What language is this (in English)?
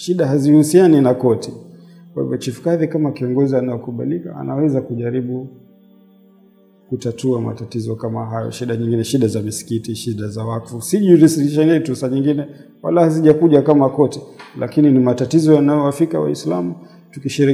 Swahili